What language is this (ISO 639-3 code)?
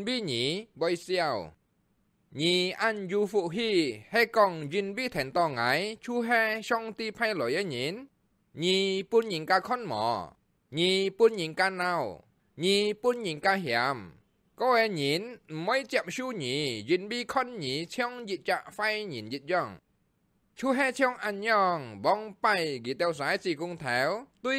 hak